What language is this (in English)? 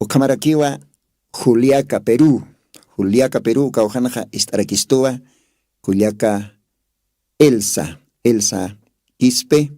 Aymara